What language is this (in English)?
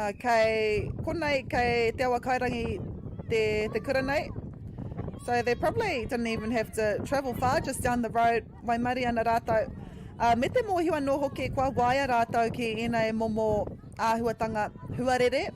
Māori